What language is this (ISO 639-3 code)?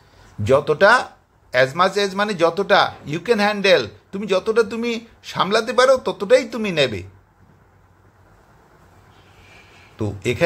ben